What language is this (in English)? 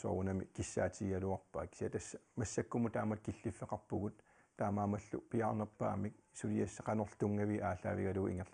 Kalaallisut